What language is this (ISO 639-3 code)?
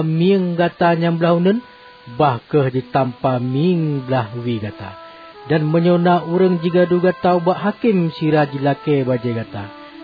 ace